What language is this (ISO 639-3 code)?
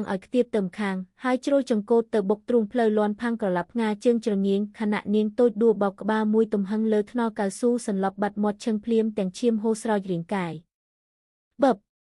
khm